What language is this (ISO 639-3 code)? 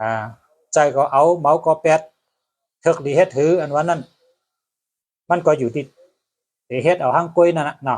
shn